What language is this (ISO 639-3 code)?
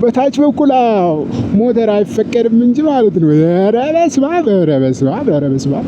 amh